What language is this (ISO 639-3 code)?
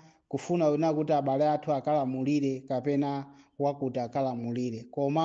nya